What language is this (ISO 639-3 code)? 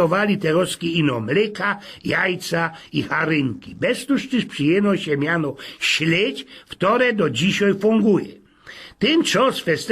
szl